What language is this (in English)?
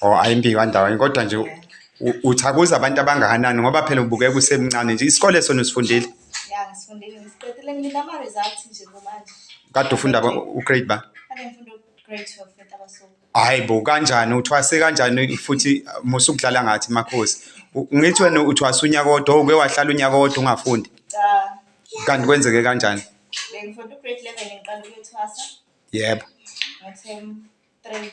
Zulu